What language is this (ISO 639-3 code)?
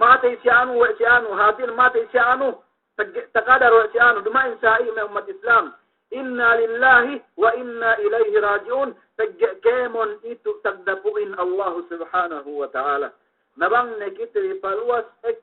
yka